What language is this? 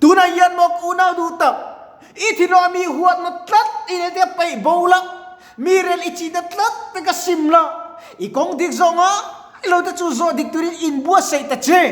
Mizo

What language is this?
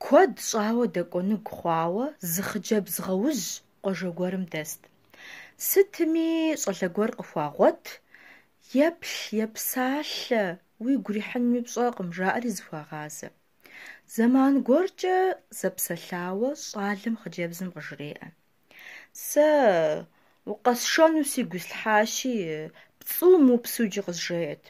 Kabardian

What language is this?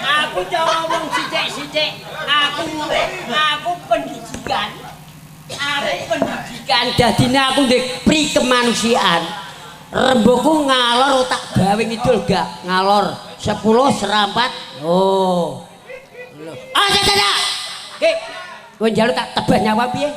Javanese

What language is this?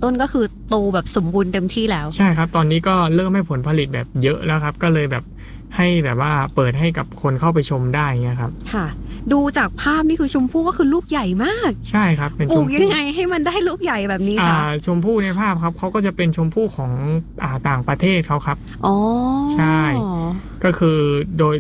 Thai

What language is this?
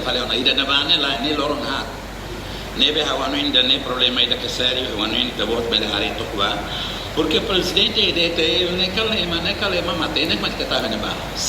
Tetum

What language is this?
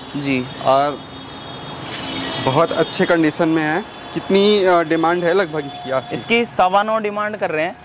Hindi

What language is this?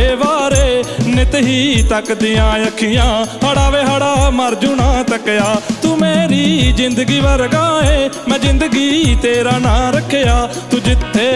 Punjabi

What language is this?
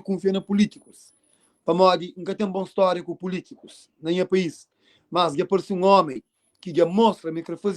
Kabuverdianu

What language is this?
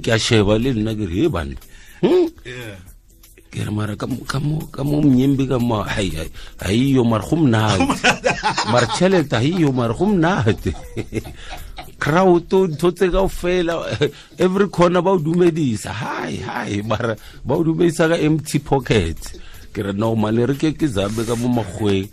Tswana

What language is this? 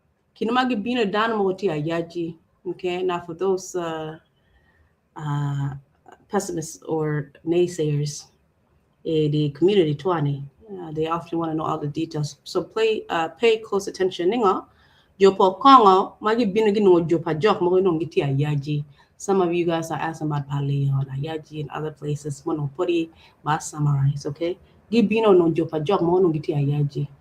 Acoli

